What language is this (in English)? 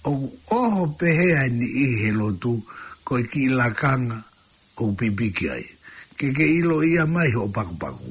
Tongan